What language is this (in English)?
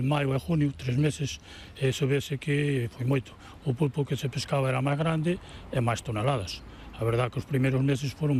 Galician